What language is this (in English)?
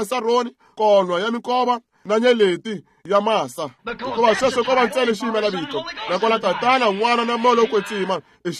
Tsonga